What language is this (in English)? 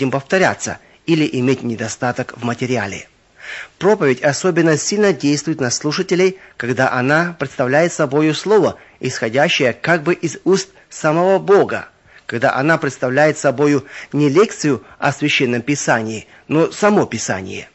Russian